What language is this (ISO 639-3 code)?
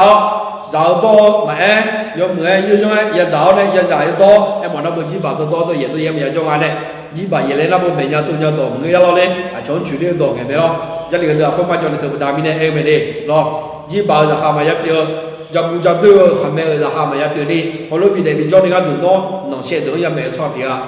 ahk